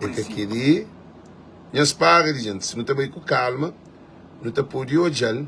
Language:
Kabuverdianu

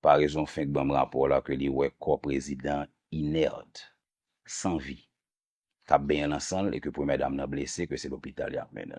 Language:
Haitian Creole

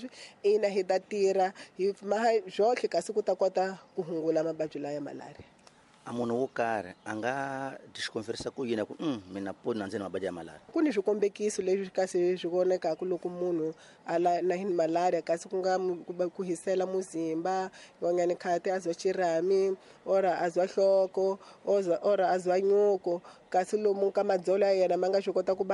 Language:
Tsonga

